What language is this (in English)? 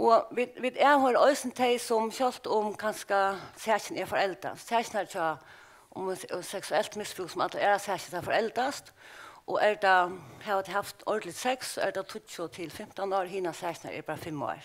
Faroese